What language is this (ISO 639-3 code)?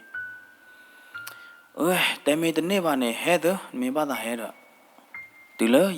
ksw